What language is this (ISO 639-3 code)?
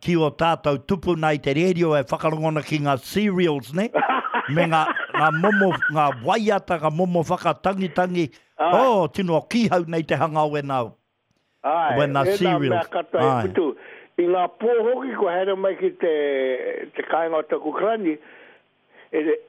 mri